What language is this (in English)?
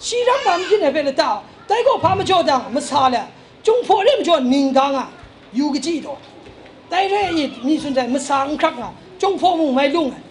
Kachin